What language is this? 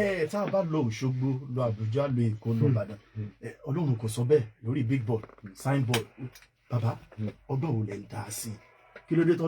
Yoruba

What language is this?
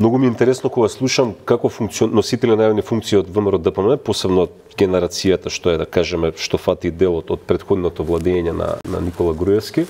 Macedonian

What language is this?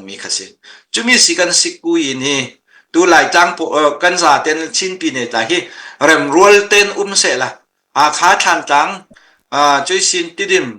Falam Chin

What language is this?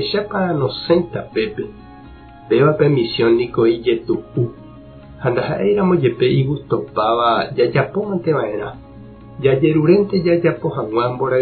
Guarani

